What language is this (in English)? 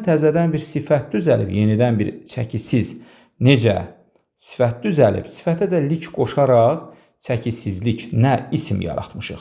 Azerbaijani